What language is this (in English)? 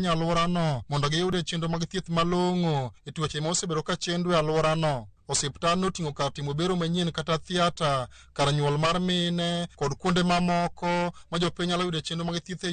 Luo (Kenya and Tanzania)